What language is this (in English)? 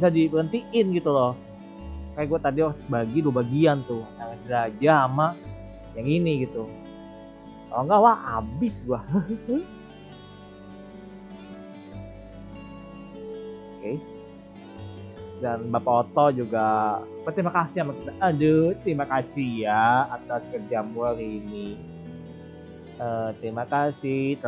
Indonesian